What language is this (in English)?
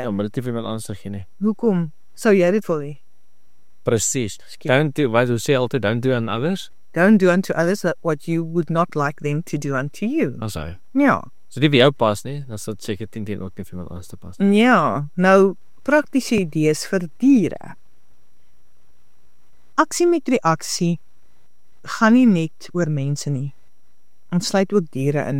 Afrikaans